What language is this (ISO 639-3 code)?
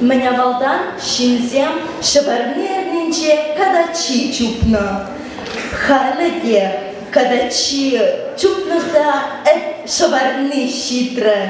chv